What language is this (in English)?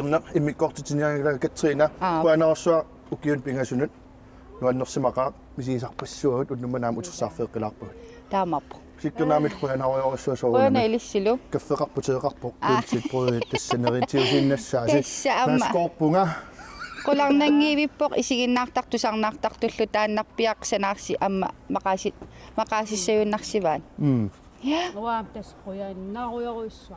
Kalaallisut